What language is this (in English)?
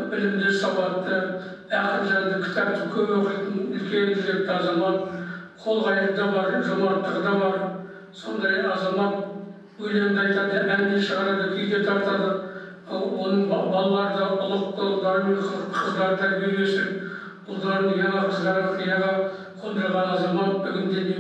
Kazakh